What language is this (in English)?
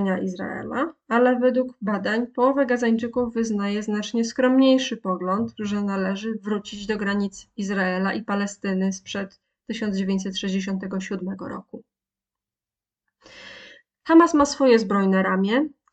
Polish